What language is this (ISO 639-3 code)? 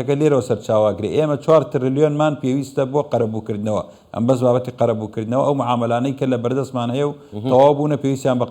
ckb